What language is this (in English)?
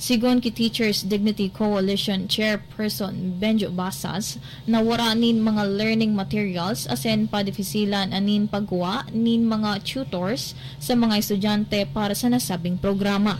Bikol